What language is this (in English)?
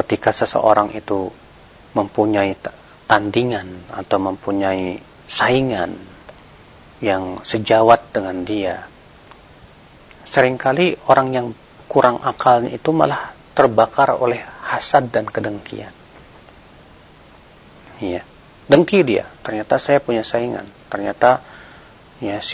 Indonesian